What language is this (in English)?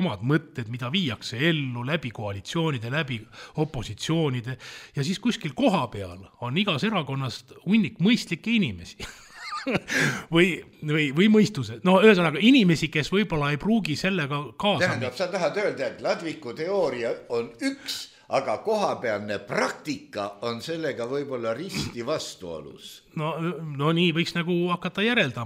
Estonian